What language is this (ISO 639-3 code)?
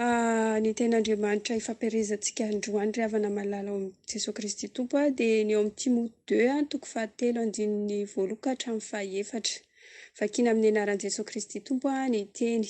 mlg